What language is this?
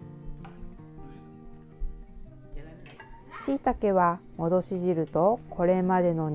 Japanese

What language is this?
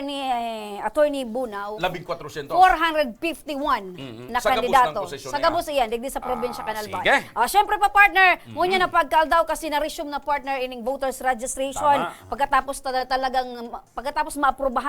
Bikol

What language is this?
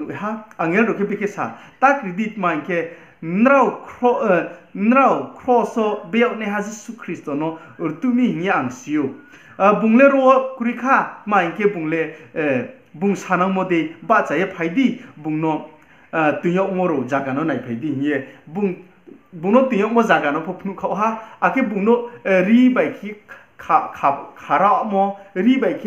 Riang (India)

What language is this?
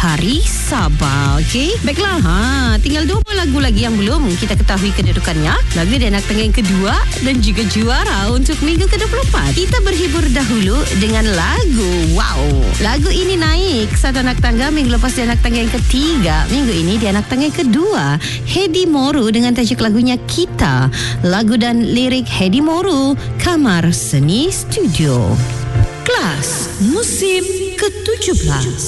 Malay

